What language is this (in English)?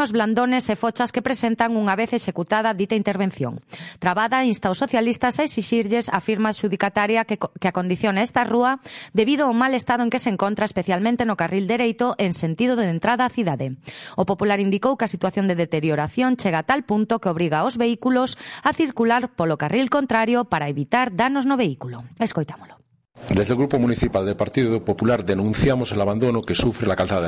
Galician